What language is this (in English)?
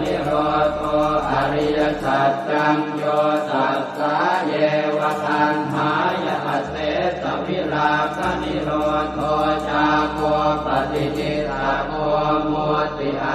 Pali